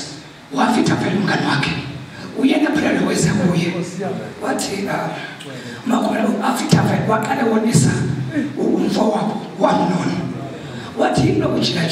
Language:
Zulu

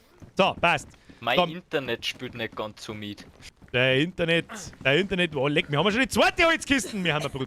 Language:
Bavarian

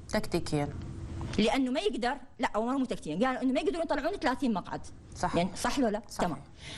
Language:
Mesopotamian Arabic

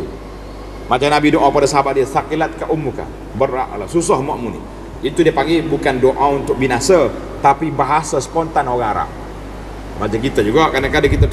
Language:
Malay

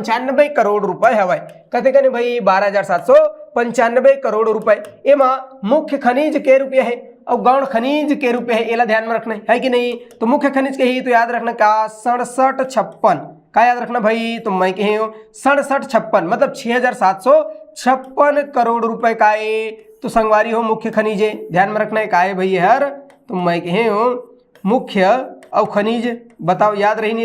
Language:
Chhattisgarhi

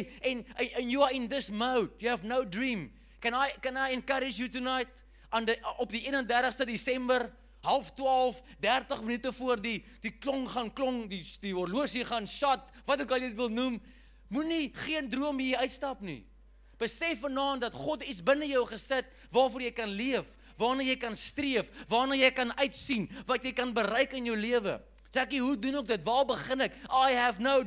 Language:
Afrikaans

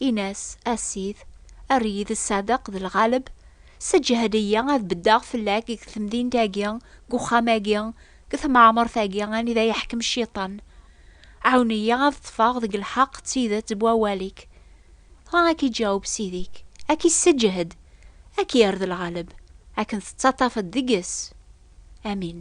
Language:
Kabyle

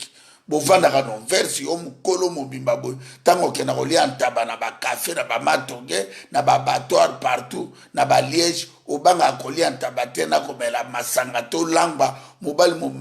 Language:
Lingala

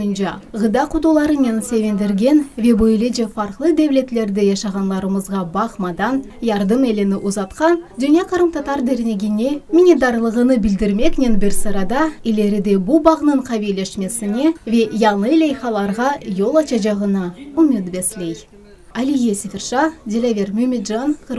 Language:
Crimean Tatar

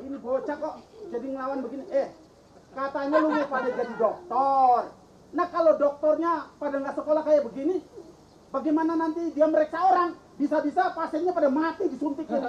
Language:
Betawi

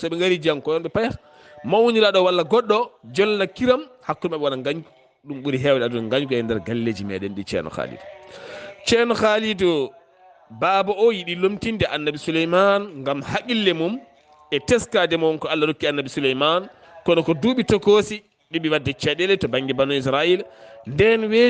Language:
Fula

